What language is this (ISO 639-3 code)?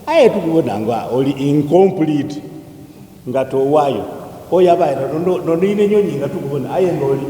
xog